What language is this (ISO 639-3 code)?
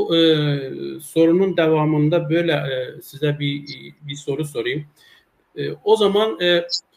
azb